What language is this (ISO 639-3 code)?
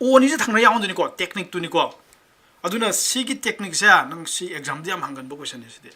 mni